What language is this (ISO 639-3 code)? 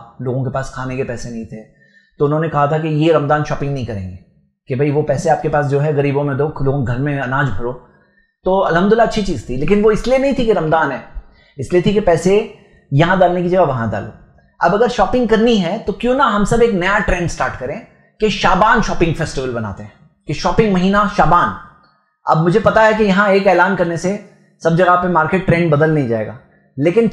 urd